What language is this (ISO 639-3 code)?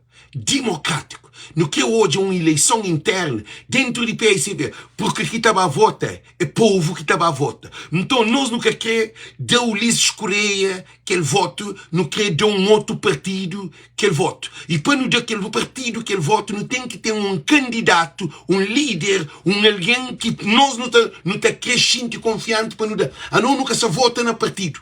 kea